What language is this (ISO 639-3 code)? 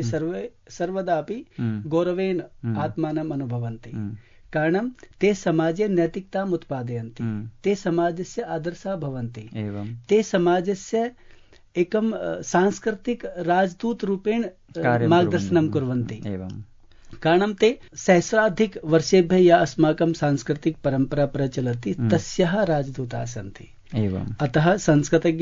san